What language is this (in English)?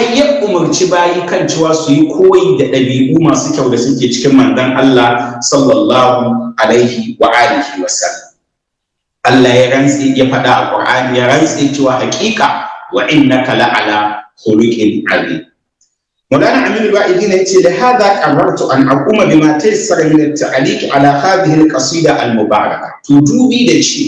Hausa